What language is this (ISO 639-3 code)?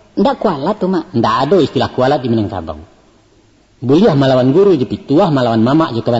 min